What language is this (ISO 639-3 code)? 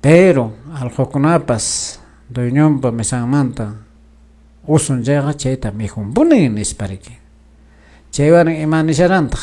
que